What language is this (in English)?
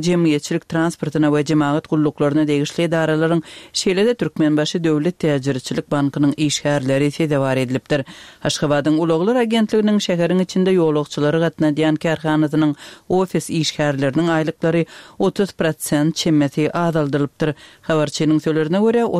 Turkmen